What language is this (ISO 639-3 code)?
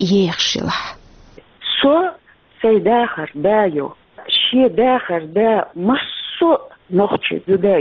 che